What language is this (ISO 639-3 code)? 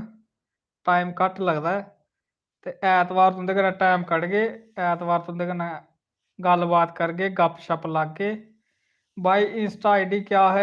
doi